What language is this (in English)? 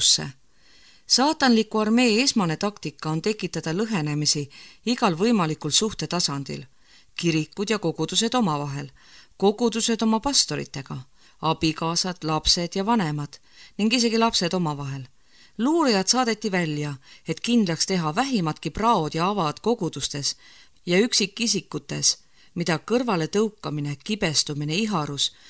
Estonian